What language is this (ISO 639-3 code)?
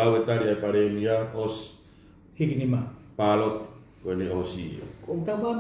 ton